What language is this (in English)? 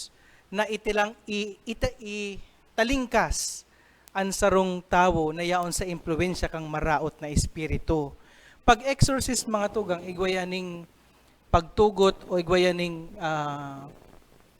Bikol